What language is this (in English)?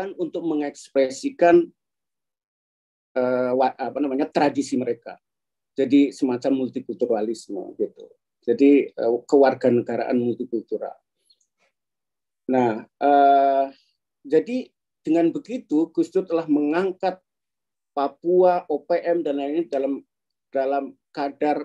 Indonesian